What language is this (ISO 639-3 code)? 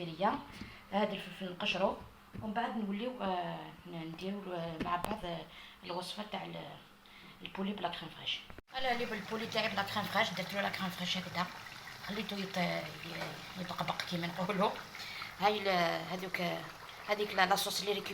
arq